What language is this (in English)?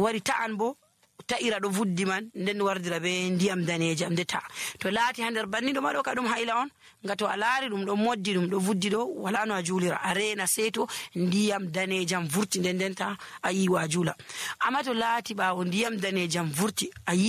Nigerian Fulfulde